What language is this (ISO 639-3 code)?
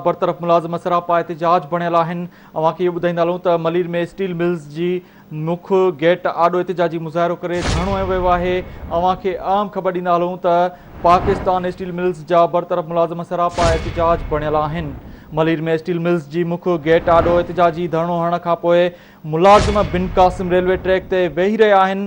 snd